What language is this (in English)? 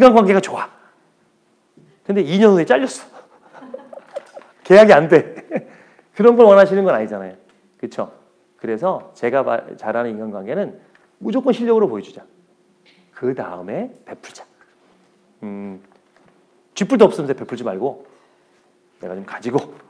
Korean